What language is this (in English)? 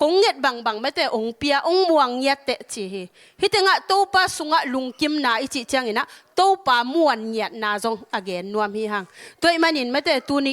Tedim Chin